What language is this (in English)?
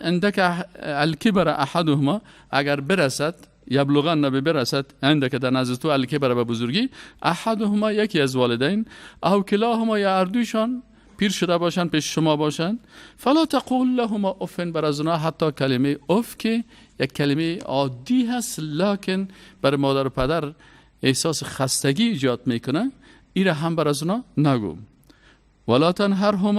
Persian